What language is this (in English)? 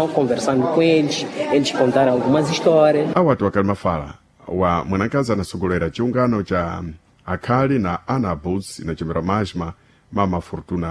Sena